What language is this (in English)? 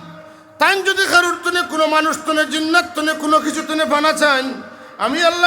Sylheti